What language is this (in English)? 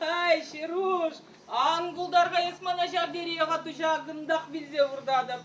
Chuvash